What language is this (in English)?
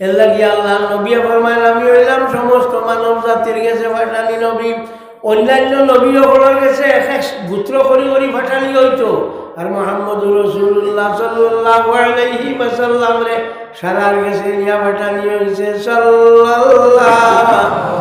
Sylheti